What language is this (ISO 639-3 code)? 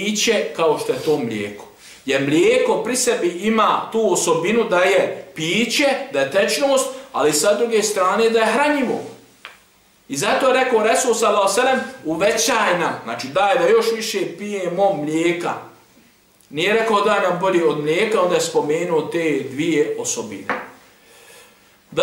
bos